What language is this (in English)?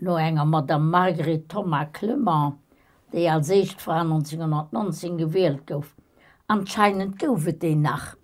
Luxembourgish